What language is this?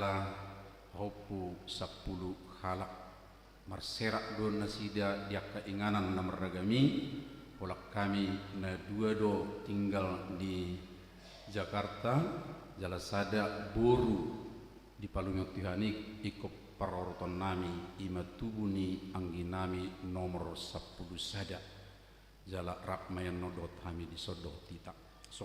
Batak Toba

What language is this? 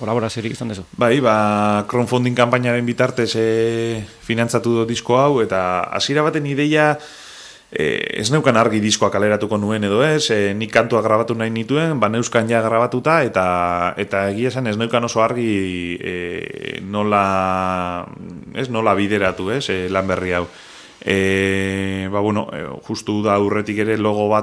Basque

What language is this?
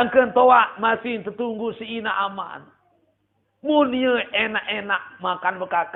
Sasak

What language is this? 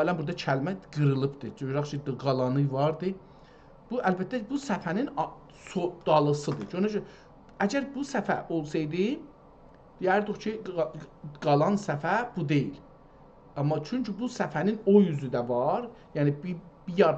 South Azerbaijani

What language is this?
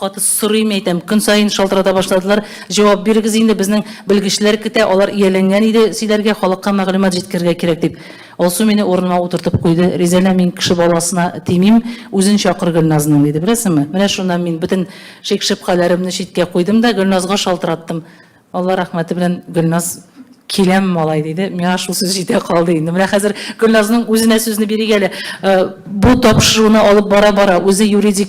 Tatar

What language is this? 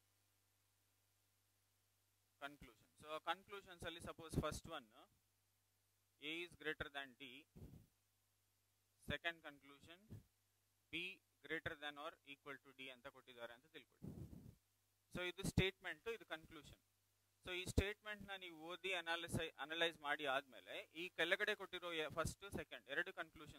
Kannada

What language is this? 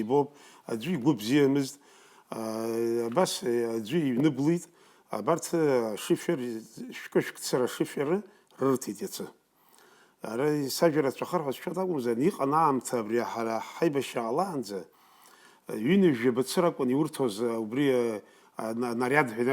Abkhazian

